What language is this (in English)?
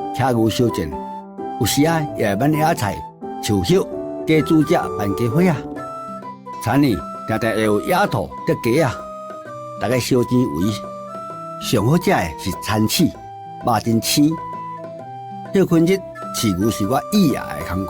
Min Nan Chinese